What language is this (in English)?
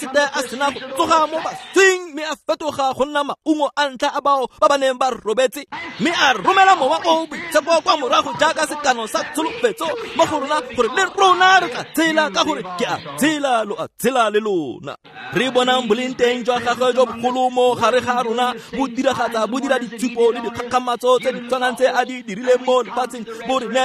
Tswana